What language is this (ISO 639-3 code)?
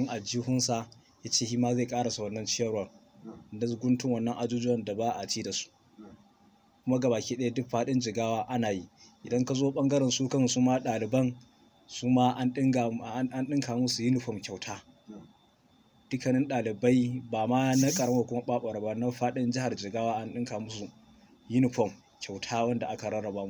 hau